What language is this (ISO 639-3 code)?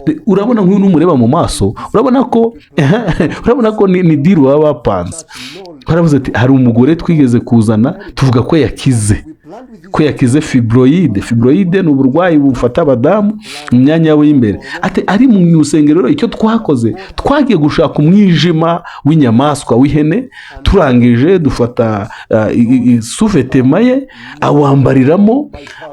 kin